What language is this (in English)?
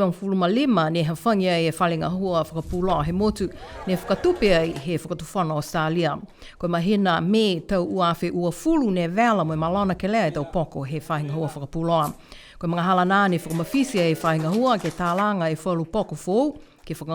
Niuean